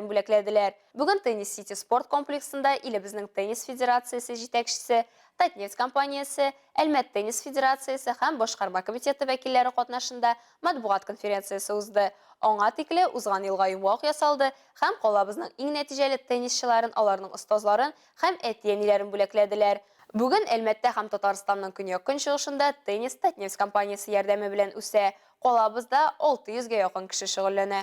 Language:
Tatar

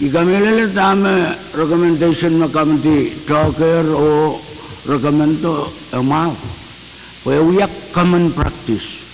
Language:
Pohnpeian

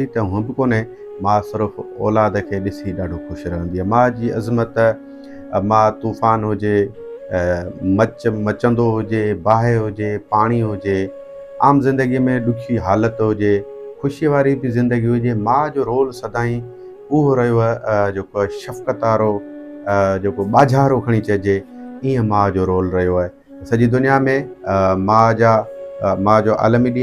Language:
Sindhi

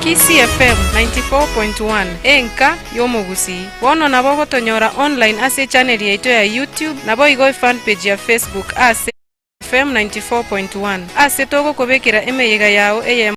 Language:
Gusii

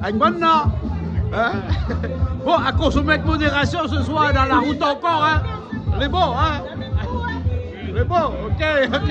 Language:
Réunion Creole French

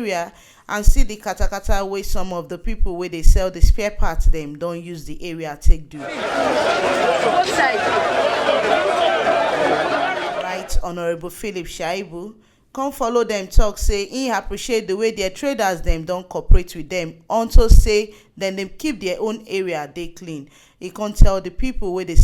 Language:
Nigerian Pidgin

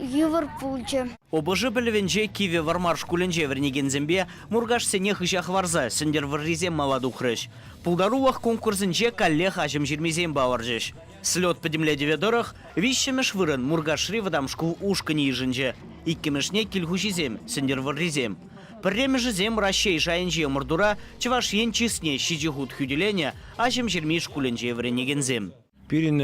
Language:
Chuvash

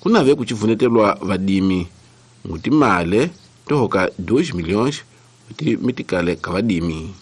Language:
Tsonga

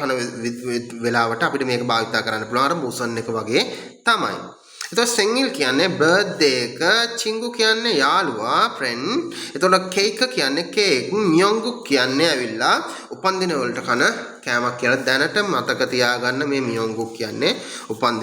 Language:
Sinhala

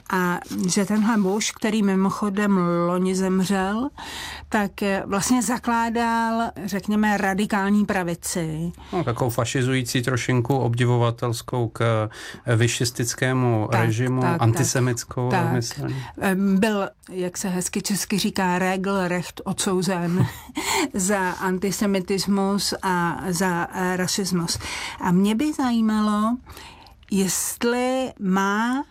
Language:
Czech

